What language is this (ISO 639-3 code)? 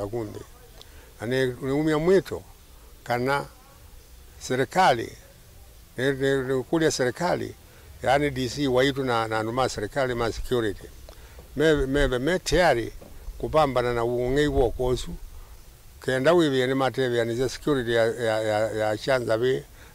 kam